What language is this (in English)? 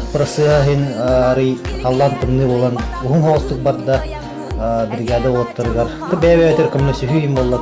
Yakut